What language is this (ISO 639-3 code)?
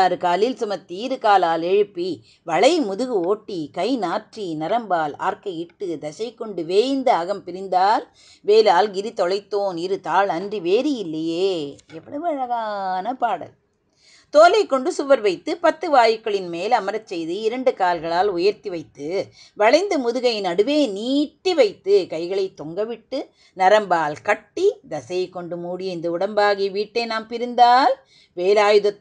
tam